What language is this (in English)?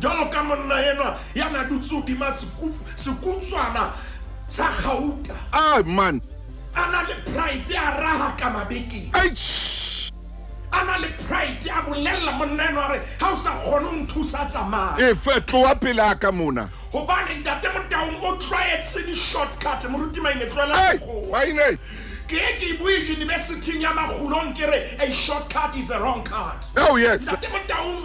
Southern Sotho